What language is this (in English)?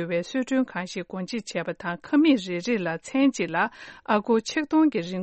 Tibetan